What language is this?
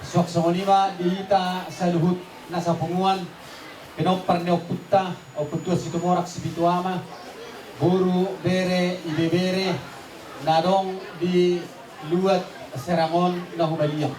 Batak Toba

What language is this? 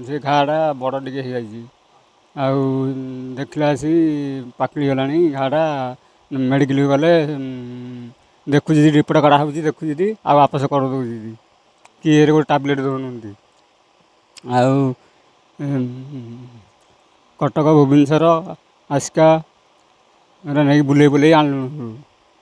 Odia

